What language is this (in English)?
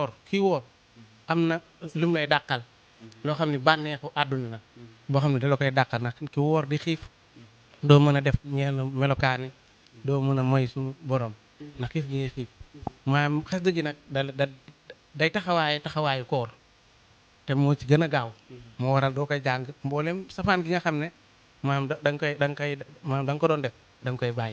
Wolof